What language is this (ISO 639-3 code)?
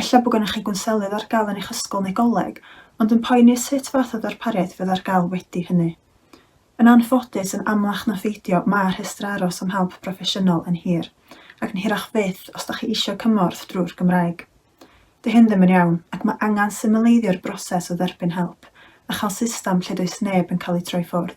cym